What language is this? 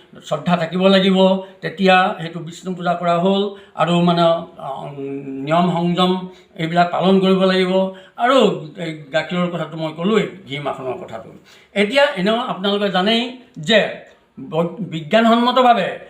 Assamese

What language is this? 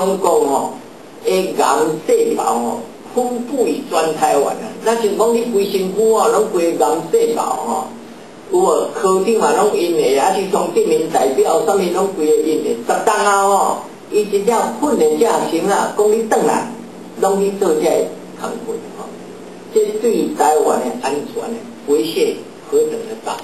Min Nan Chinese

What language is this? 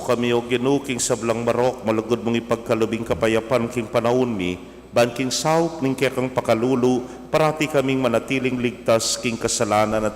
Pampanga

